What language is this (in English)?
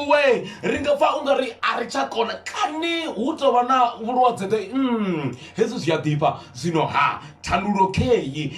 Venda